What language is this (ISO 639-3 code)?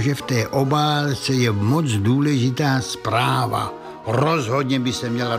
ces